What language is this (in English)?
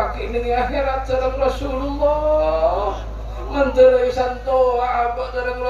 Madurese